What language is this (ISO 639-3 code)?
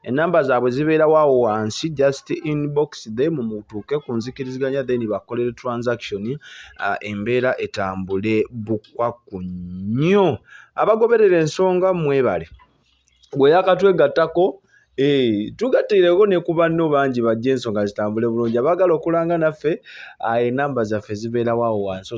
lug